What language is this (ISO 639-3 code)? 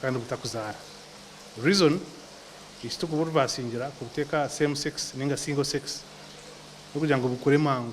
nyn